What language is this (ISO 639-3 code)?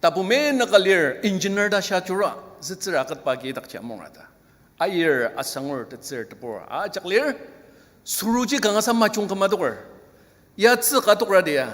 njo